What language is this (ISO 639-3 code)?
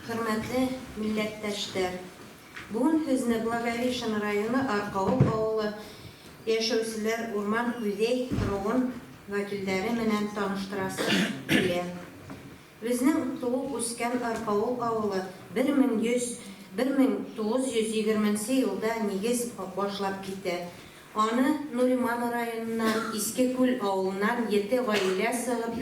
bak